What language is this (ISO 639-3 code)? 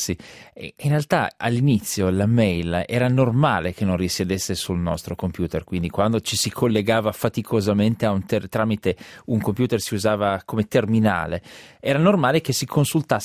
ita